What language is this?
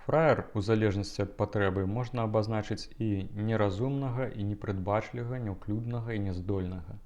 Belarusian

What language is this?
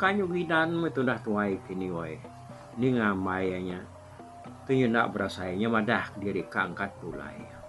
Iban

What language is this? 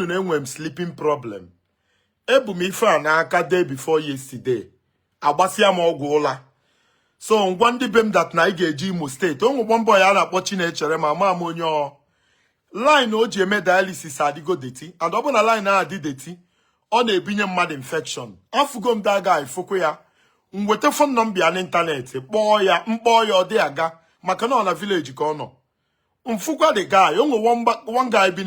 Igbo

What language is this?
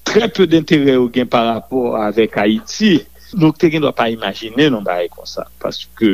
Haitian Creole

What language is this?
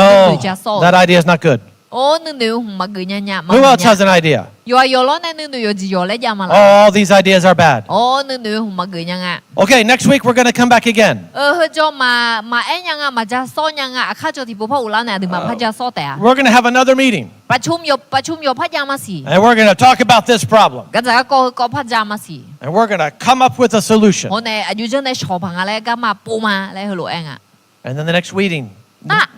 Akha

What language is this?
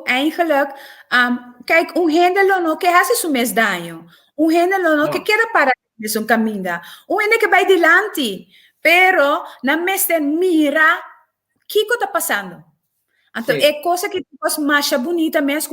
Papiamento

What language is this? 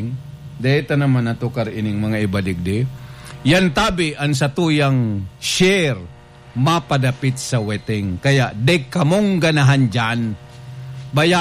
Bikol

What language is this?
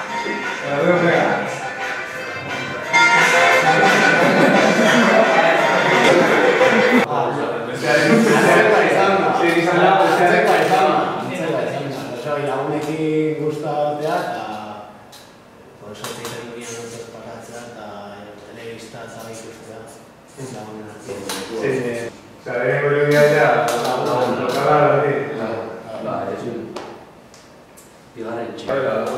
Basque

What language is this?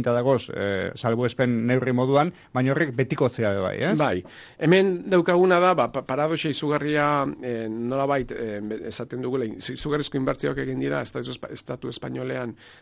Basque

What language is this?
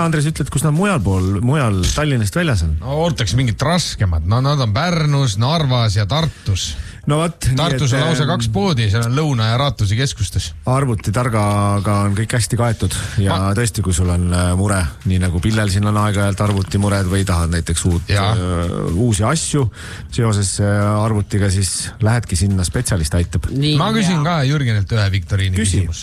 Estonian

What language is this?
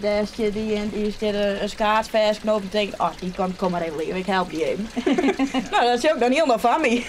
Western Frisian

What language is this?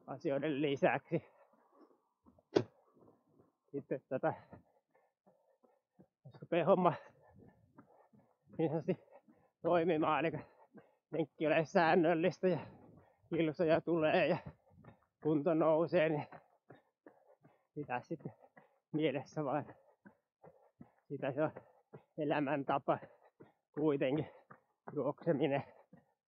Finnish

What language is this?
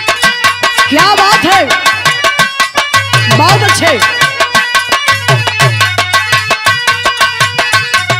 Bhojpuri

